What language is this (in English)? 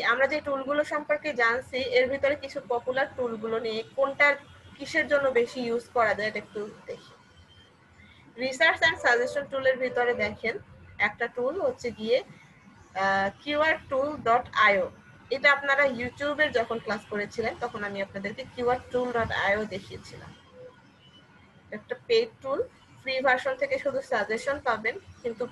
Bangla